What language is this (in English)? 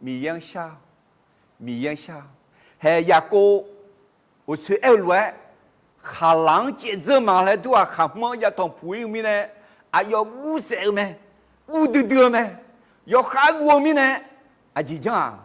Akha